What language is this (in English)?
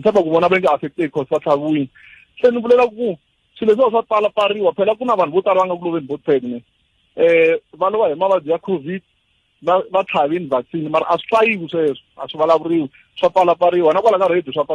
Tsonga